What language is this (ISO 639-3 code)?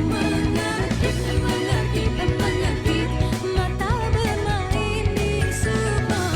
mui